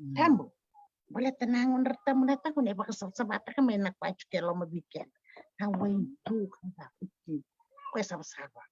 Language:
Fijian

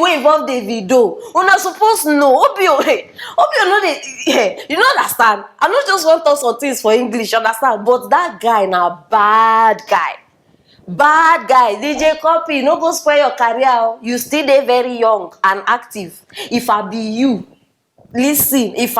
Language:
Nigerian Pidgin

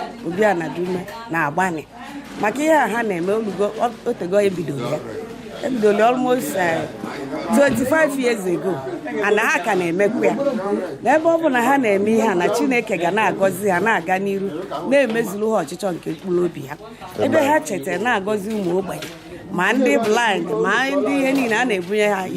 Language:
Igbo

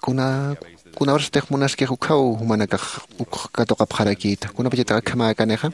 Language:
Aymara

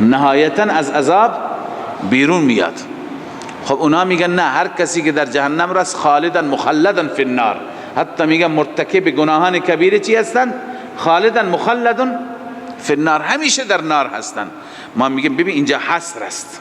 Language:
Persian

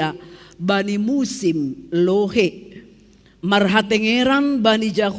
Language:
Batak Simalungun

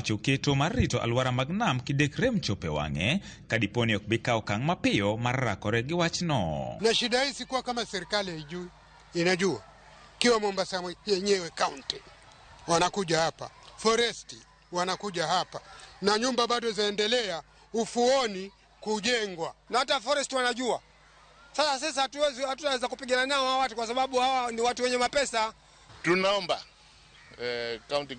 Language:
Luo (Kenya and Tanzania)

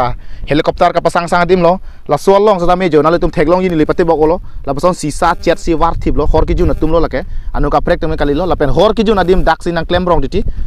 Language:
Karbi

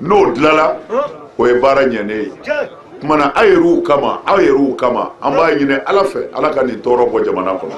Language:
Bambara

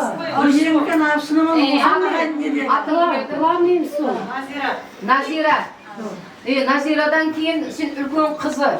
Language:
Kara-Kalpak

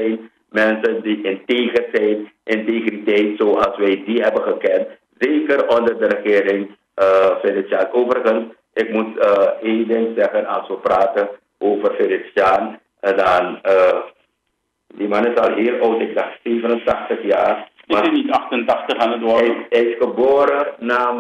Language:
Dutch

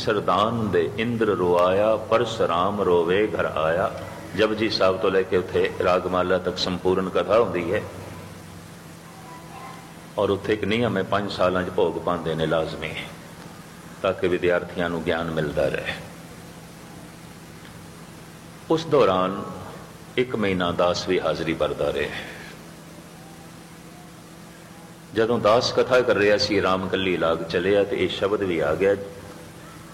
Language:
Punjabi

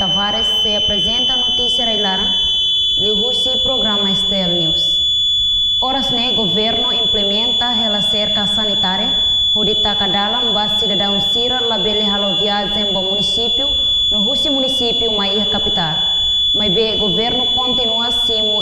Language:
Tetum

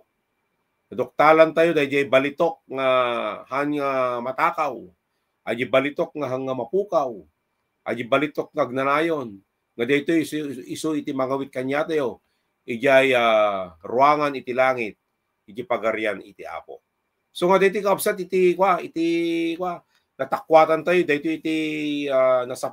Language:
Iloko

